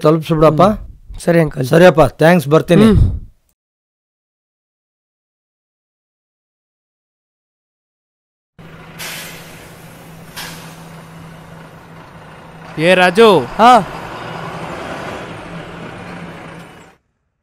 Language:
Kannada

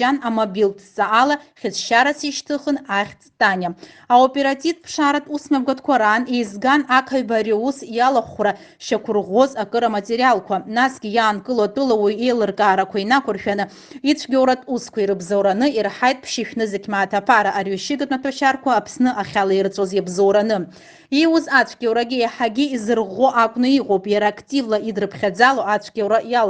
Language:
Abkhazian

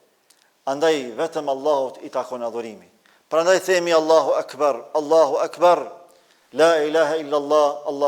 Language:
Albanian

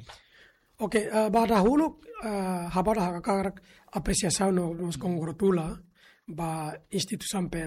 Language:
Tetum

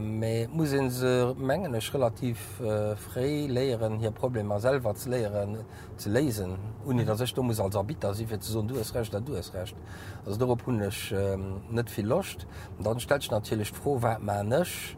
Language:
Luxembourgish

